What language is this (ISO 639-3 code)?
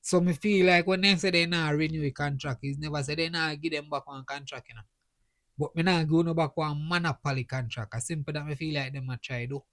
jam